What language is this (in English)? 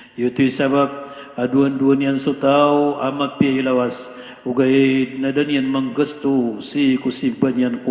Maranao